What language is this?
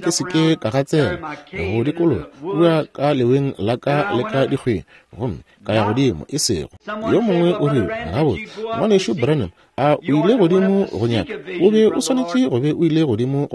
Northern Sotho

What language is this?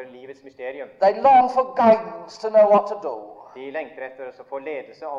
Norwegian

